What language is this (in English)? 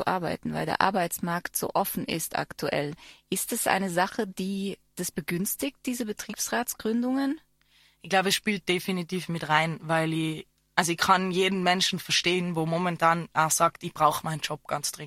German